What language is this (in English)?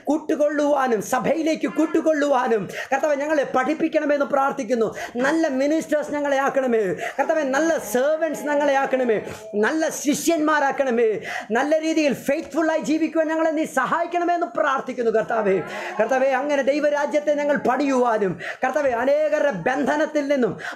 Malayalam